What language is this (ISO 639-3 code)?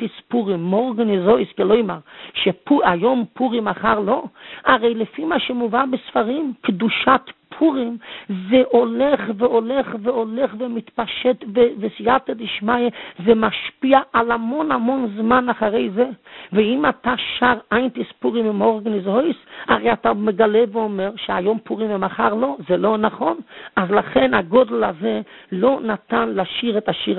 heb